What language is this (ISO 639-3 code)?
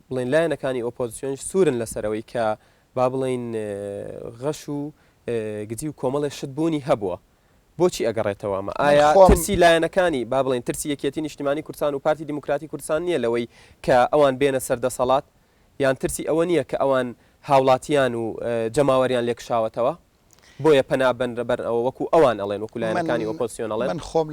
ckb